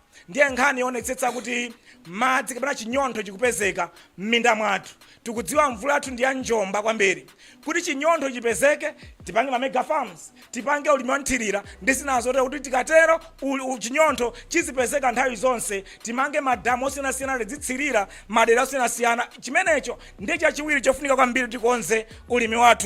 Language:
Nyanja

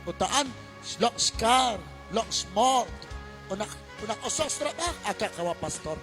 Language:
Kekchí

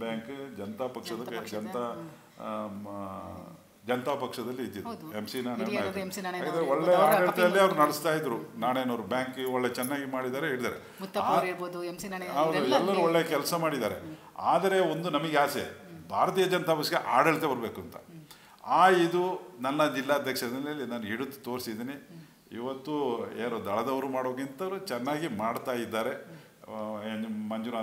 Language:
Kannada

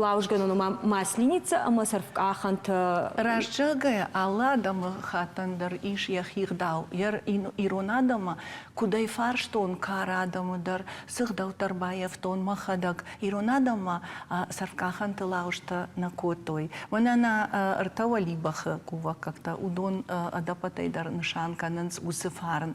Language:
Ossetic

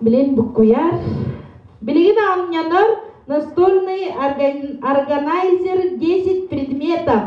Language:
Yakut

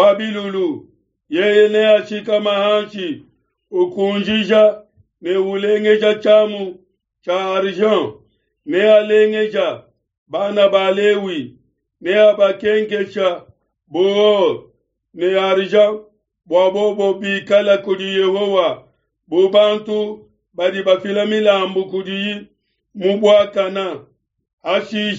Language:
Luba-Lulua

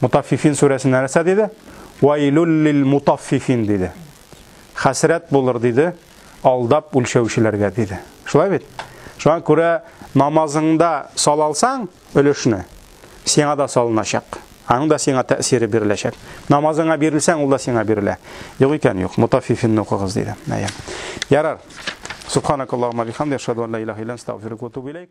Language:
Tatar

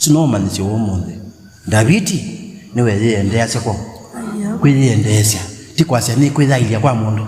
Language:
Kamba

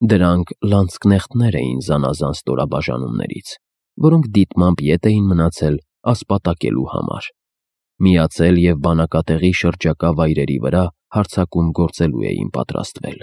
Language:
Armenian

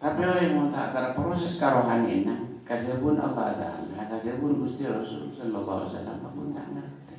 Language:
Madurese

